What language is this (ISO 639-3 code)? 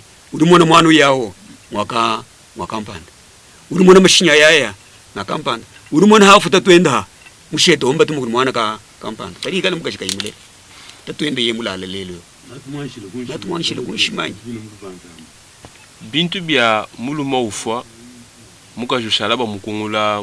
lua